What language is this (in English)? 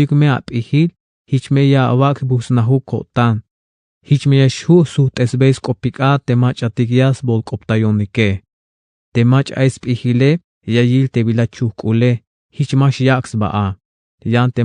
Tzeltal